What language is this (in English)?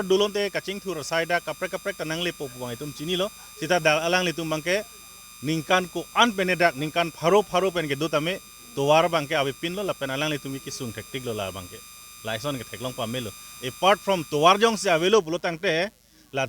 Karbi